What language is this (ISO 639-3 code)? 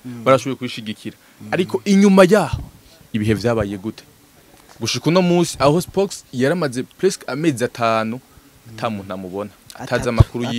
run